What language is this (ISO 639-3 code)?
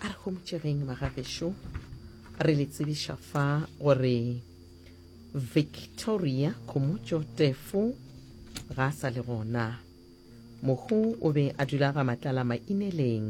nso